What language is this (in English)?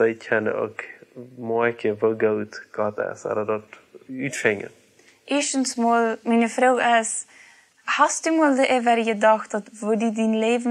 Plautdietsch